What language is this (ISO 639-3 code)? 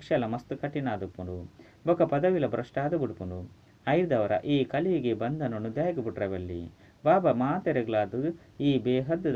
tcy